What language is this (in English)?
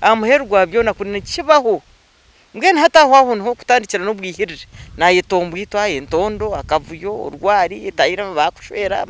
Nyankole